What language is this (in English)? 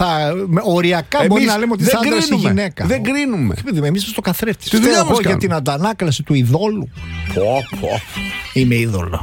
Greek